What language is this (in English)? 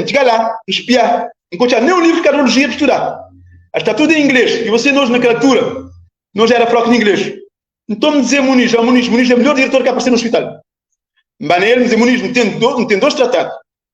Kabuverdianu